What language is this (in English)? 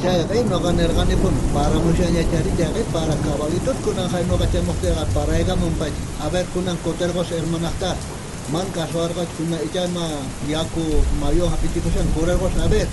South Bolivian Quechua